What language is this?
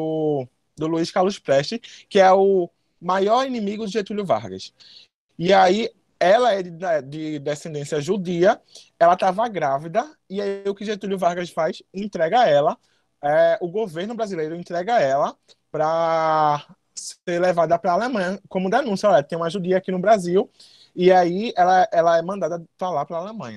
Portuguese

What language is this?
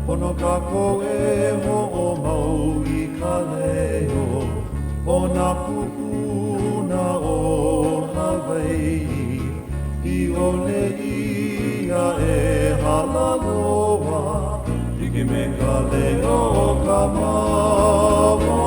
Hawaiian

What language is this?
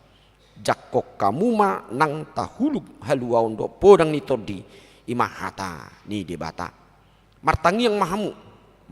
Batak Toba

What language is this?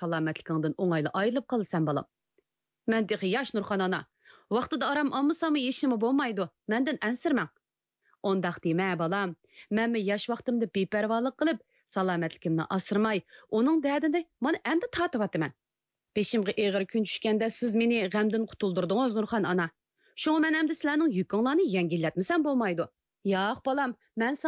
Uyghur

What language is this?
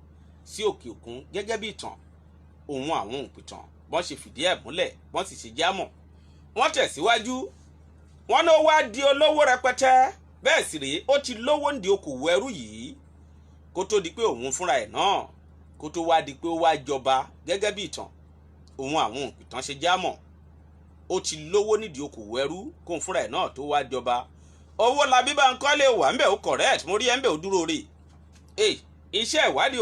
Yoruba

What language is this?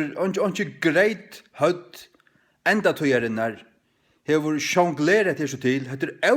Faroese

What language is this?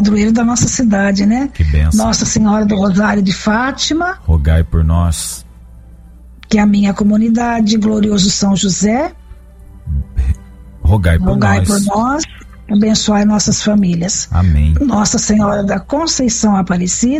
Portuguese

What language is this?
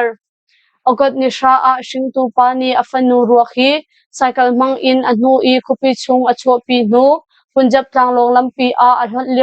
Hakha Chin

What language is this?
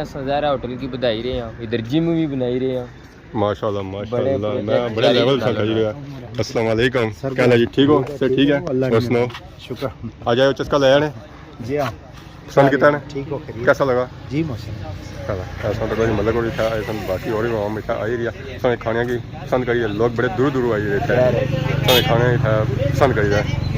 Pahari-Potwari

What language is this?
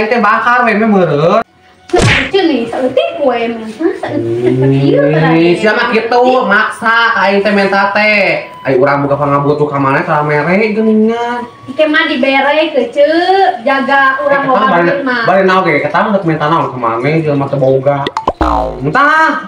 Sundanese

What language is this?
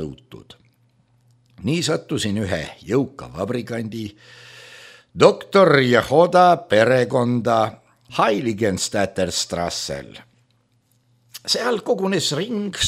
Estonian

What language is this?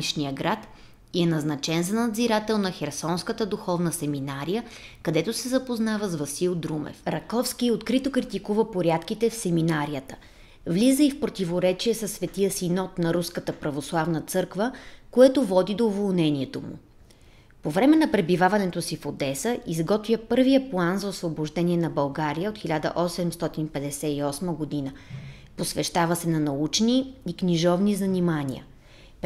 Bulgarian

